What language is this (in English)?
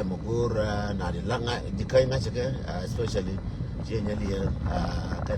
Nuer